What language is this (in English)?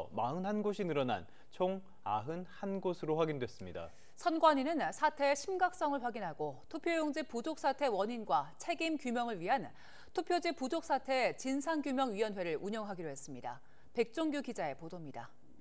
Korean